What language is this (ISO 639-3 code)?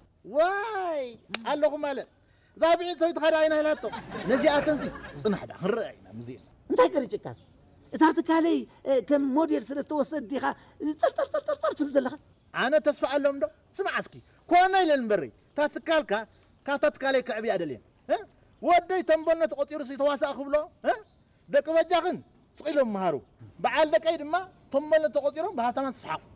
tir